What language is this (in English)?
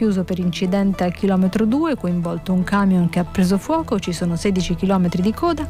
Italian